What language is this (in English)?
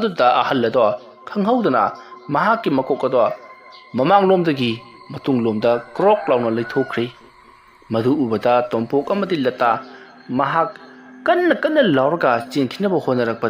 Manipuri